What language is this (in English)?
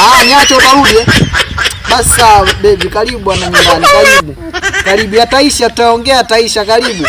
Swahili